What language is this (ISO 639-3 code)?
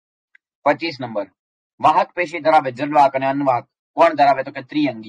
guj